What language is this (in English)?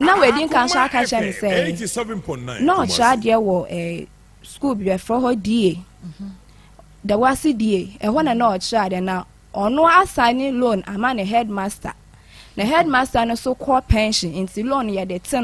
Akan